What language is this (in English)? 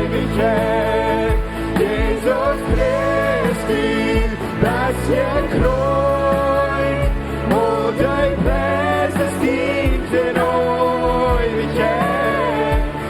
Plautdietsch